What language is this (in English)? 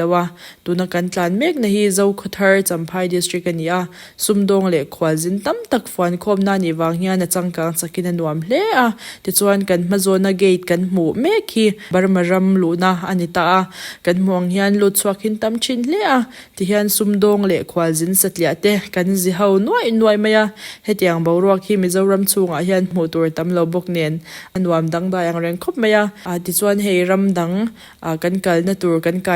Mizo